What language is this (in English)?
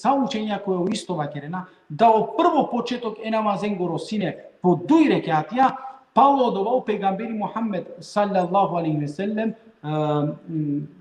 Balkan Romani